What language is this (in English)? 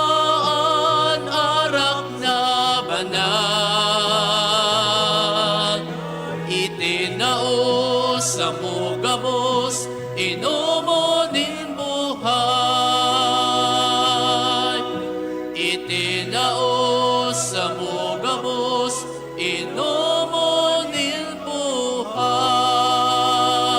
Bikol